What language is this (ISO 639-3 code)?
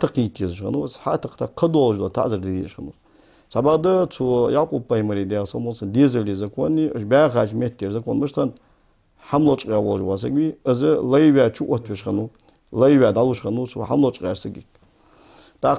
inh